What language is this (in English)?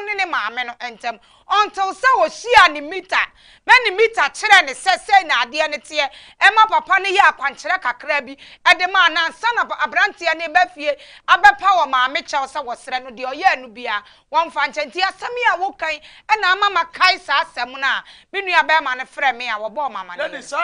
Akan